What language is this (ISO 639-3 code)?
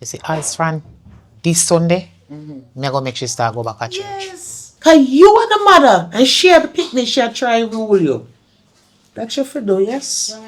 jam